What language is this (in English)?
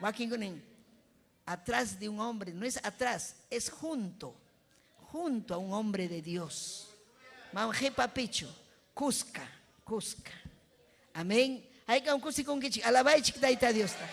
Ayacucho Quechua